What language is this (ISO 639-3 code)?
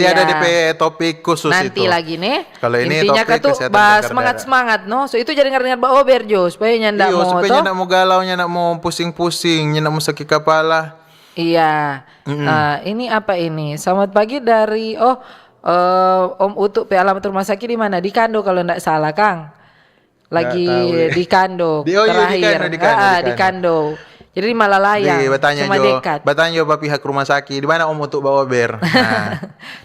xmm